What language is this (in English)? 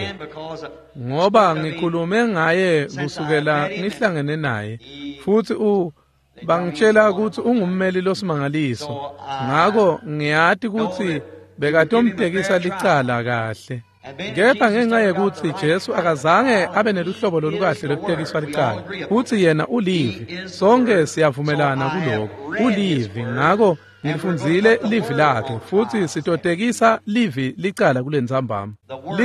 Swati